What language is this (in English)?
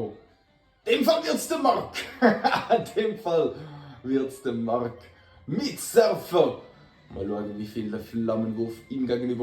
Swiss German